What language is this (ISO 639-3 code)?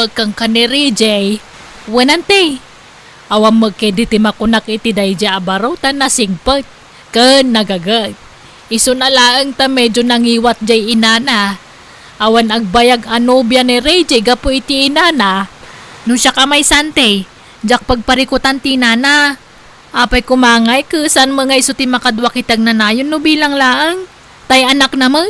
ilo